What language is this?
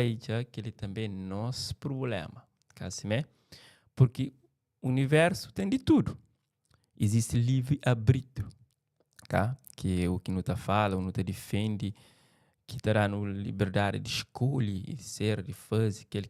Kabuverdianu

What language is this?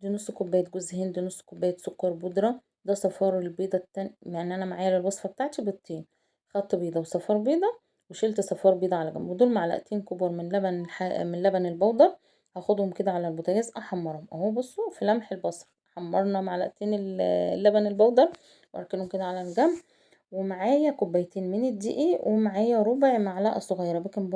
Egyptian Arabic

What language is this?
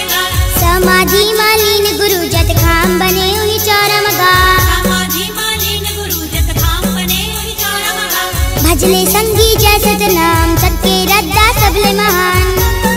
Chhattisgarhi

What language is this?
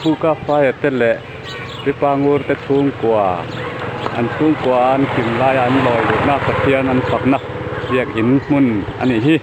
Mizo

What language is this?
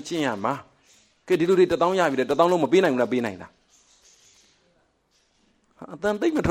Burmese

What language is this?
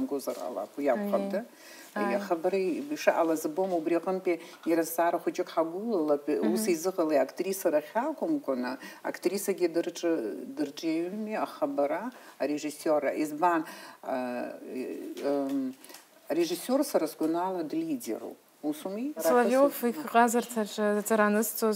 Abkhazian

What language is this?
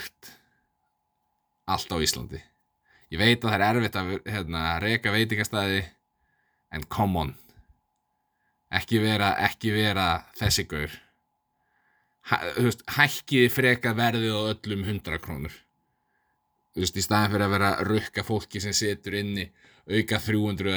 Icelandic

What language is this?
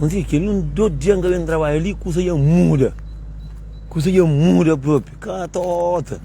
Kabuverdianu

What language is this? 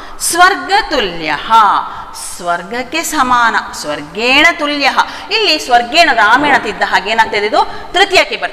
Kannada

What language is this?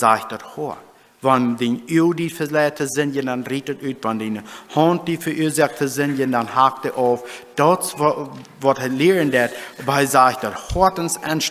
Plautdietsch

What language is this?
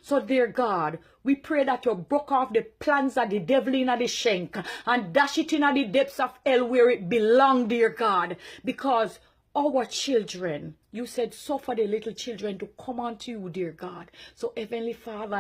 Jamaican Creole English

